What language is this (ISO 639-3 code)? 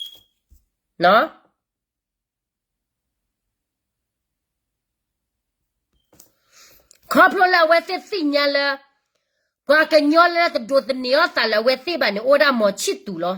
ksw